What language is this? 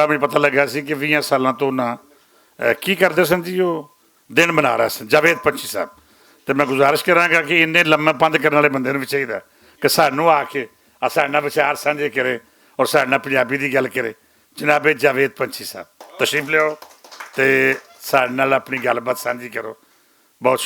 Western Panjabi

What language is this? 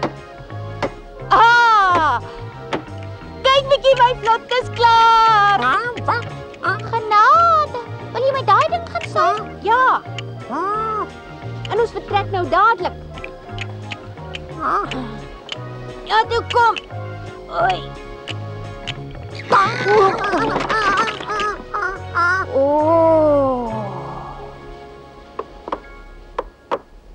Afrikaans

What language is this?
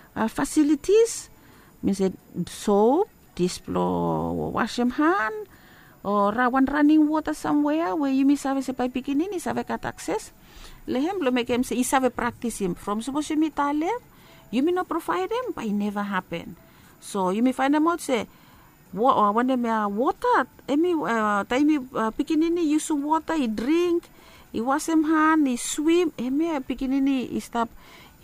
Bislama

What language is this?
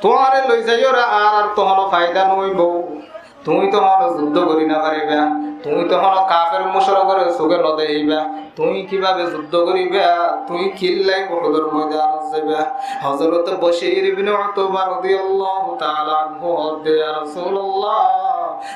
Rohingya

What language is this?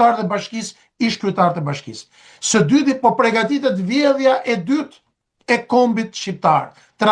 Albanian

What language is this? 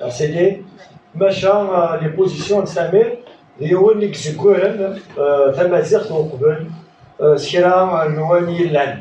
Kabyle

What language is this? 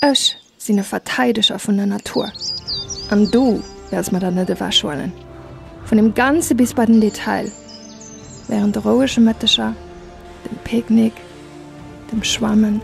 Luxembourgish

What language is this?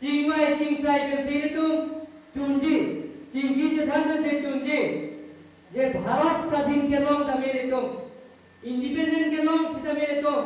Karbi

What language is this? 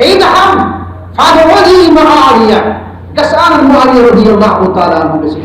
Kashmiri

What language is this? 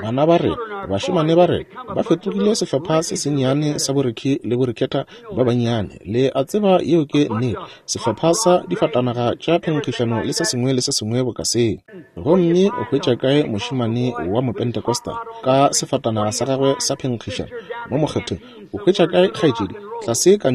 Northern Sotho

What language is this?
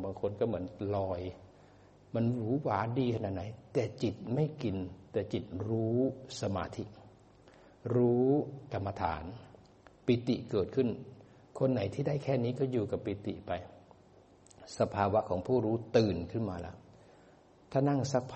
Thai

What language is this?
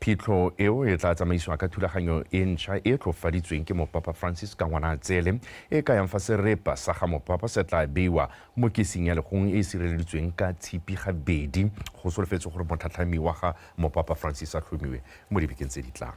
Tswana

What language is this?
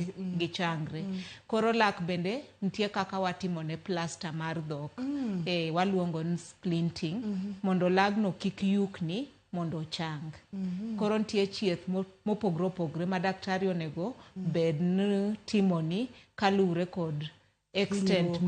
Luo (Kenya and Tanzania)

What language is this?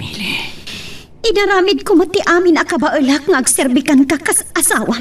Iloko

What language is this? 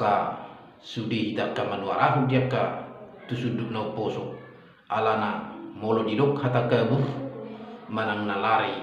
Batak Toba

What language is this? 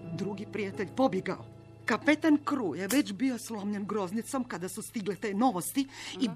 Croatian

